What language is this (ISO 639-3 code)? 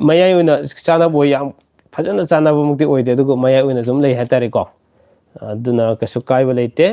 mni